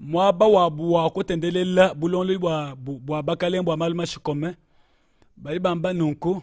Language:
Luba-Lulua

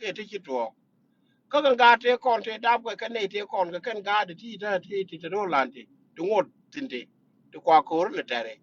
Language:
Nuer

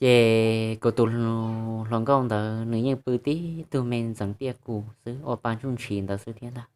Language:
Hmong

